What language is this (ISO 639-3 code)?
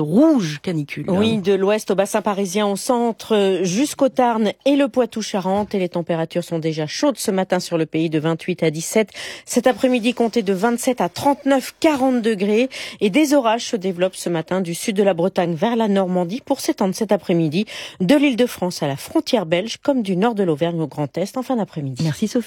fra